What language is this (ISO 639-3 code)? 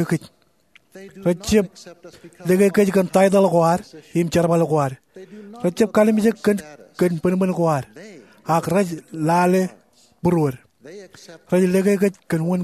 mah